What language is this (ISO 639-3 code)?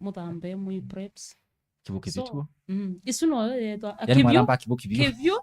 kam